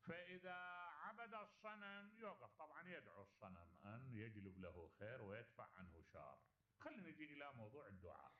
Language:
Mesopotamian Arabic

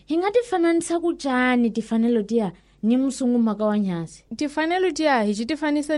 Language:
Tsonga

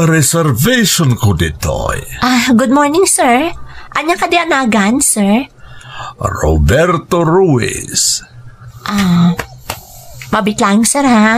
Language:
Iloko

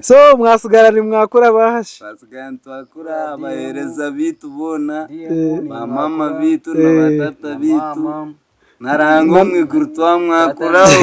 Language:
Nyankole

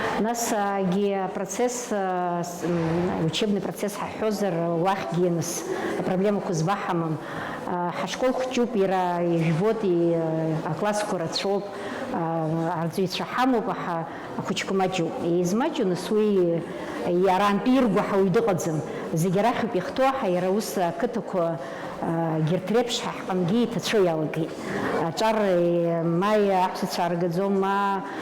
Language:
Abkhazian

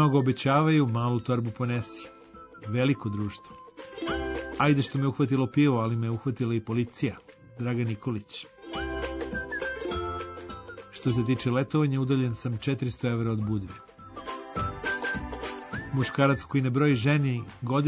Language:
Serbian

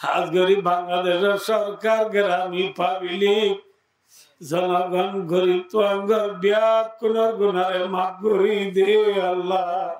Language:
Rohingya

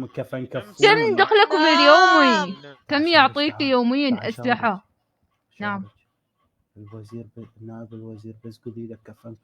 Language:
Mesopotamian Arabic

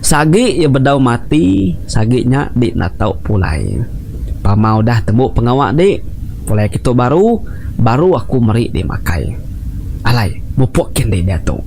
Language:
Iban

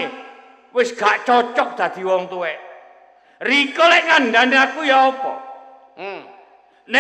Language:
Javanese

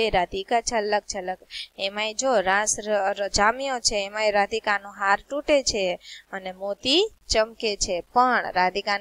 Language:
Gujarati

